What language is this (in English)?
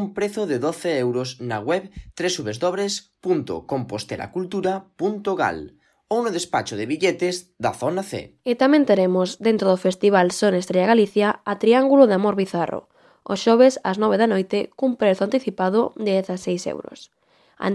Galician